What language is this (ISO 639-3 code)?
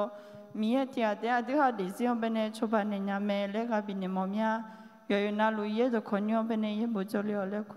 ahk